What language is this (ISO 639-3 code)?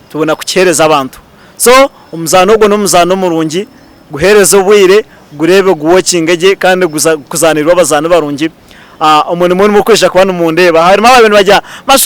nyn